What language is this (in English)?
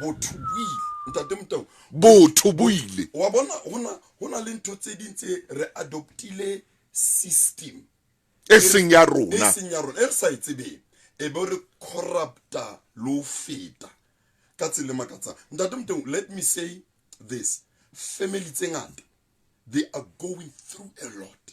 Southern Sotho